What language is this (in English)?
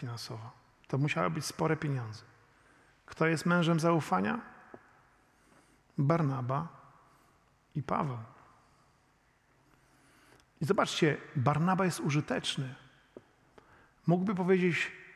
Polish